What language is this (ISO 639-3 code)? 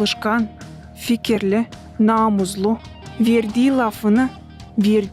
gag